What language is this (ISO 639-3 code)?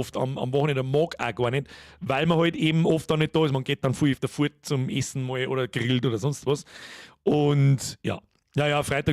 bar